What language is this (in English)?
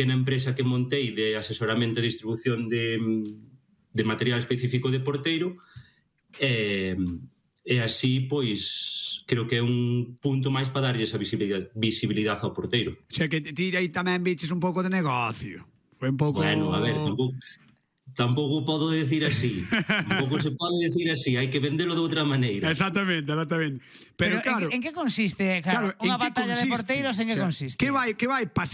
Galician